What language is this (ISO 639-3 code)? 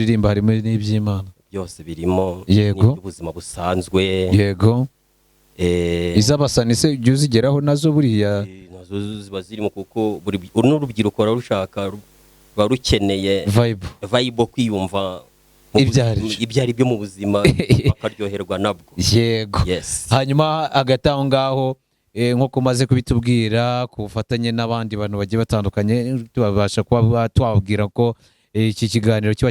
kin